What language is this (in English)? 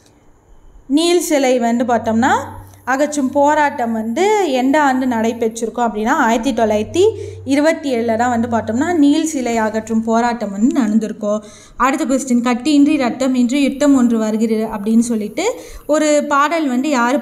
Tamil